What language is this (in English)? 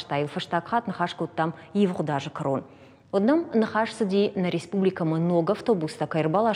Ossetic